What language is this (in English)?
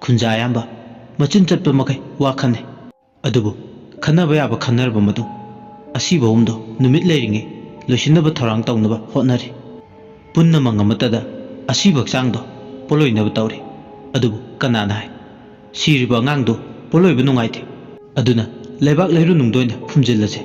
Manipuri